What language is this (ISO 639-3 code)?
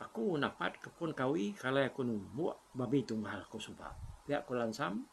iba